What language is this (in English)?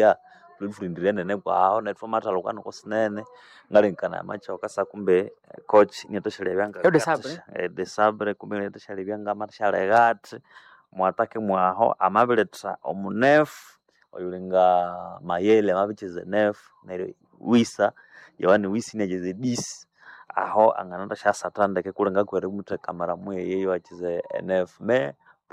Nande